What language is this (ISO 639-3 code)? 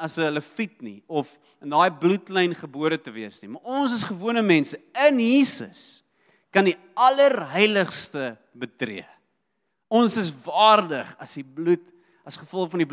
afr